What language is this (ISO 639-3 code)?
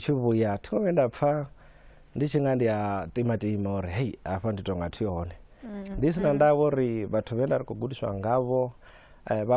ven